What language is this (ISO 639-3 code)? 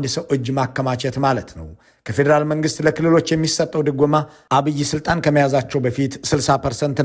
amh